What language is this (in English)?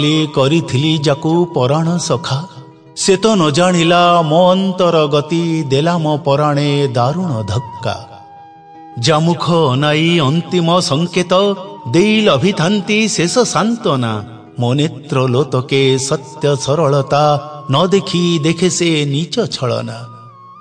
Odia